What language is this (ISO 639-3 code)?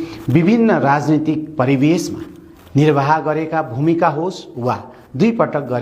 nep